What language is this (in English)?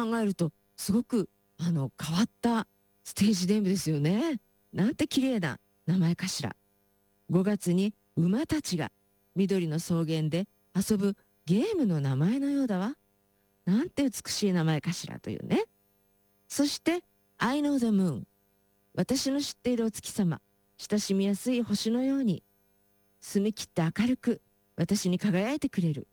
Japanese